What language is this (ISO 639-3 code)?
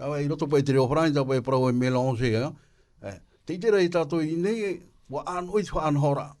tah